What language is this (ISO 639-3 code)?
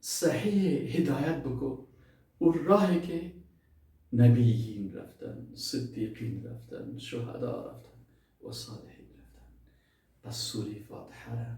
fas